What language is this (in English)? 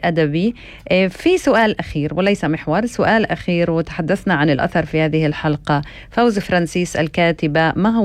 North Levantine Arabic